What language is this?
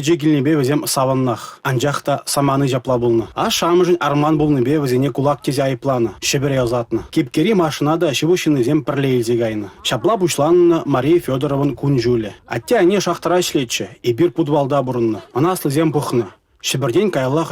Chuvash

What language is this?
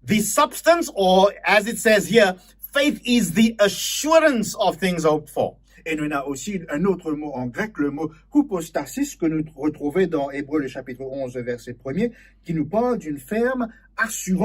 Morisyen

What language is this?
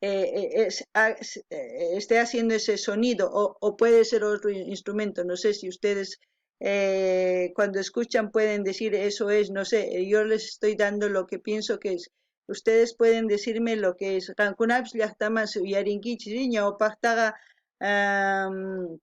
South Bolivian Quechua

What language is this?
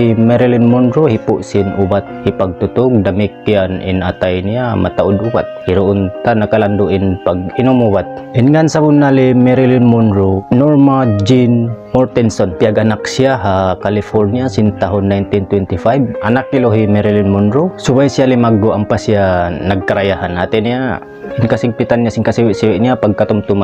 Tausug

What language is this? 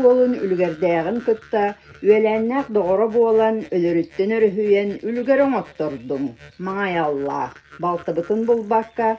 Yakut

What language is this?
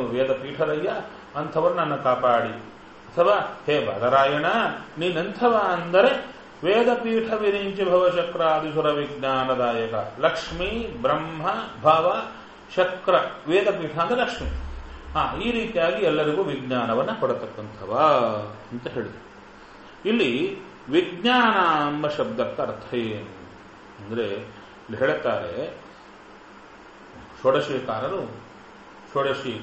Kannada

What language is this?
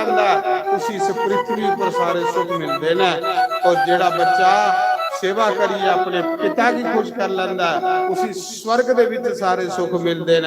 Dogri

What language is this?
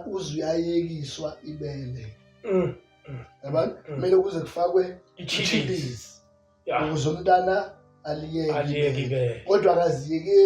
Zulu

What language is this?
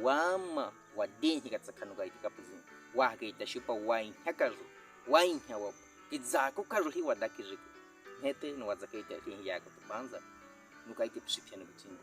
Baniwa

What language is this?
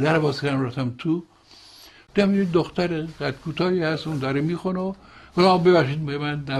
Persian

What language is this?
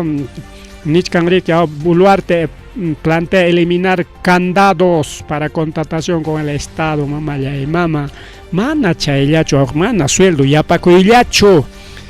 Ayacucho Quechua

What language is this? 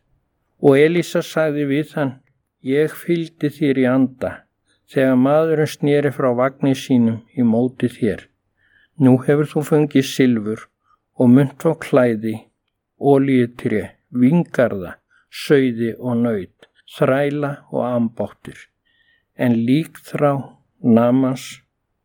Icelandic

